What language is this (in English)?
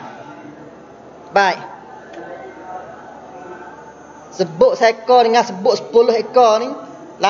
Malay